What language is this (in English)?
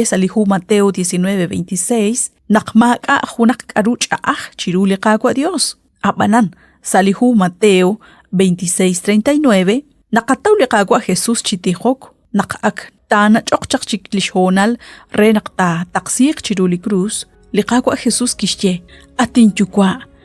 Kekchí